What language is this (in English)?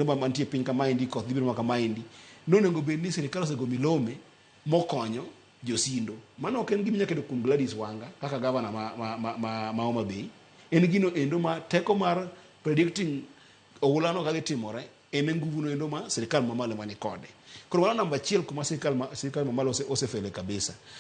Luo (Kenya and Tanzania)